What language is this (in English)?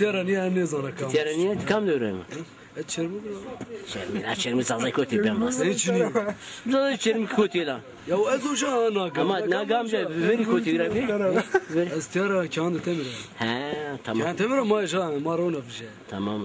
Zaza